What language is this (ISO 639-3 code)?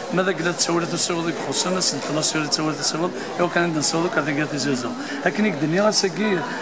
kab